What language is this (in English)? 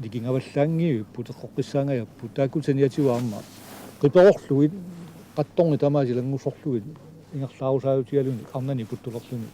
Kalaallisut